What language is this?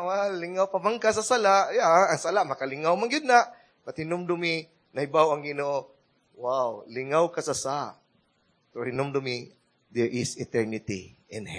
Cebuano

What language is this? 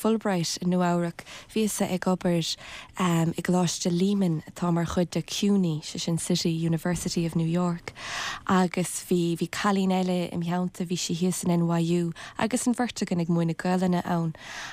Irish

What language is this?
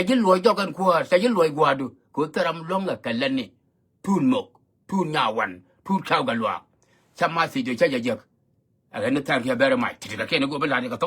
Nuer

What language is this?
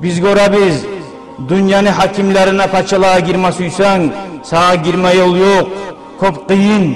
Kumyk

